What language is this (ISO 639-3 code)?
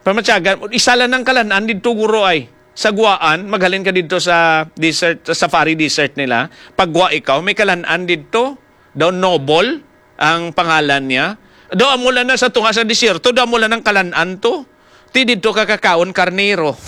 hil